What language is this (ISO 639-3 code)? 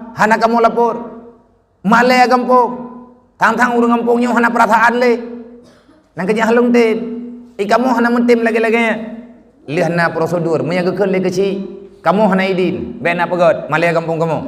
ace